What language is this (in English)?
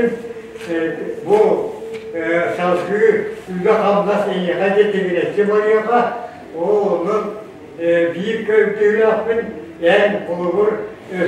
Yakut